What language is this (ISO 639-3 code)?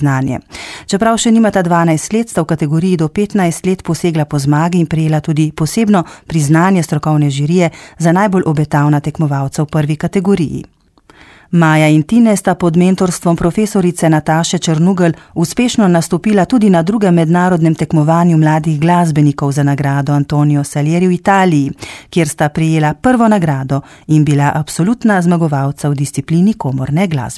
slv